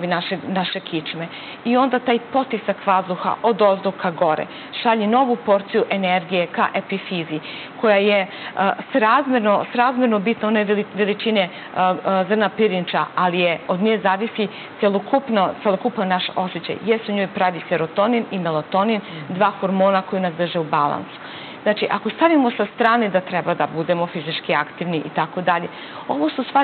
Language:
Serbian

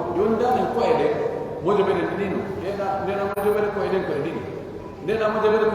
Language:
Pular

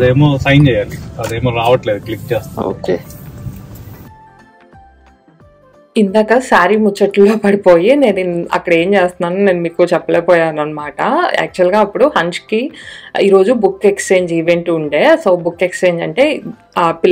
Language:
Telugu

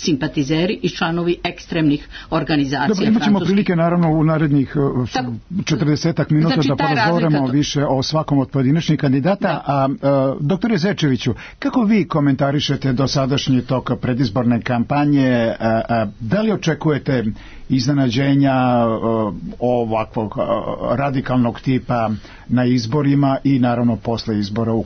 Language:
Serbian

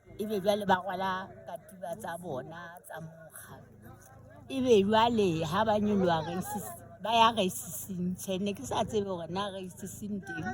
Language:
Southern Sotho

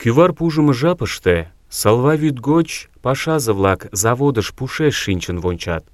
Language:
Mari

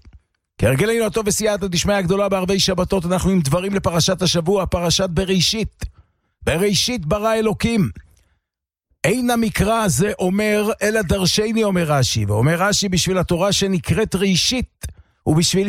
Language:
Hebrew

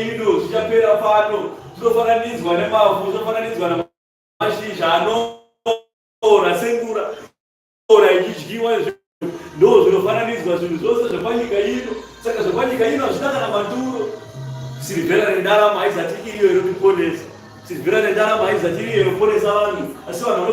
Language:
Shona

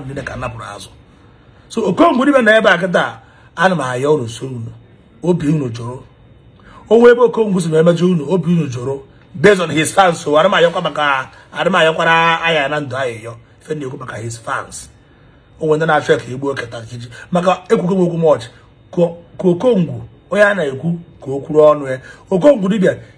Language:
Igbo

